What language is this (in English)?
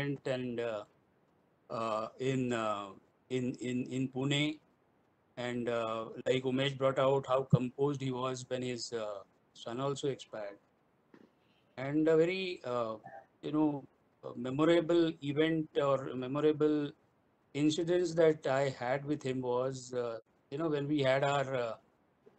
English